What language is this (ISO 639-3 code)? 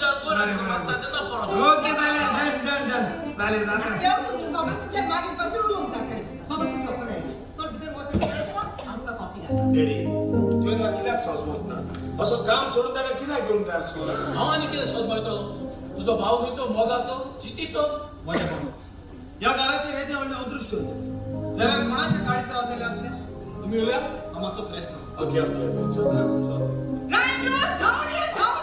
kok